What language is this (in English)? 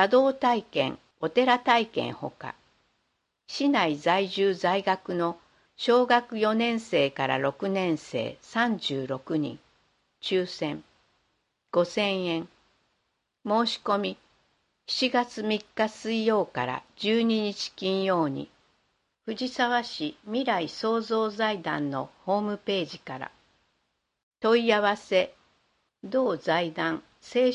Japanese